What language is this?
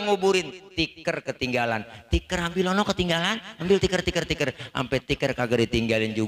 Betawi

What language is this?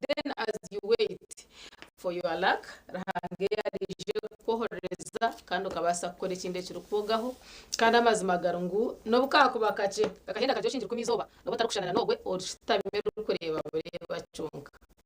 Nyankole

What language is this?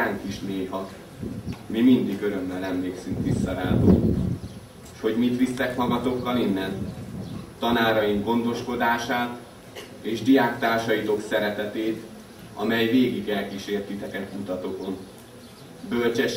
Hungarian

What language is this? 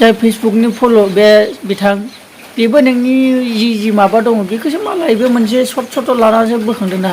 Bodo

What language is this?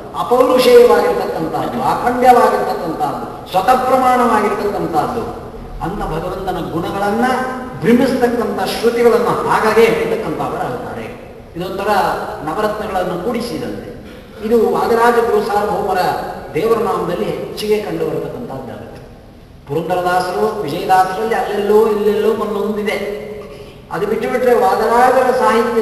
Kannada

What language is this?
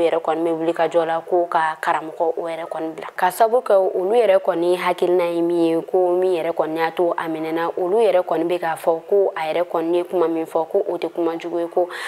Bambara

